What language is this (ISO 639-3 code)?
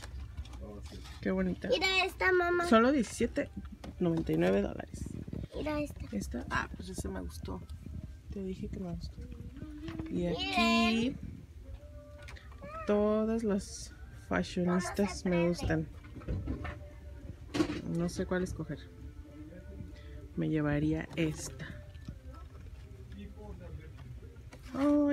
spa